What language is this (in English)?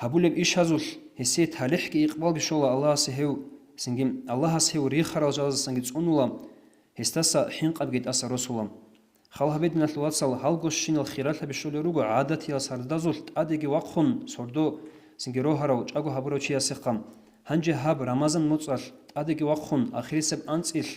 Avaric